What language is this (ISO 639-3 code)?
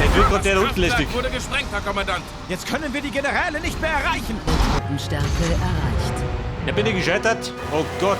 bar